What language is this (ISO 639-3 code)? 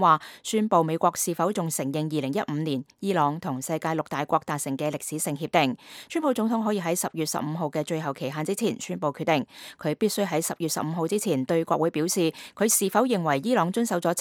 yue